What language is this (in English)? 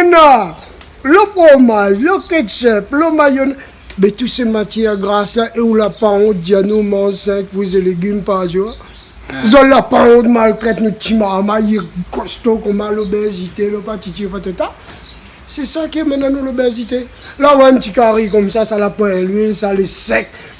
Réunion Creole French